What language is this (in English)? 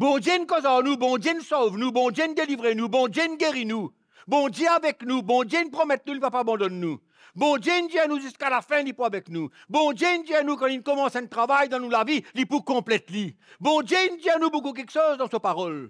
Morisyen